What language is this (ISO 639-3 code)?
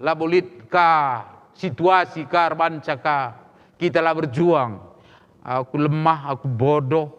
btx